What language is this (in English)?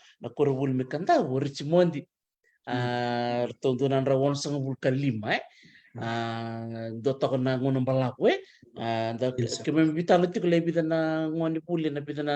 Fijian